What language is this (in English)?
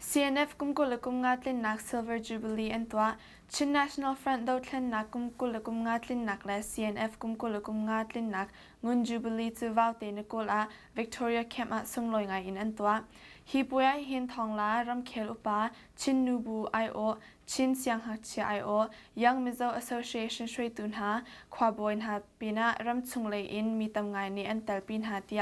Hakha Chin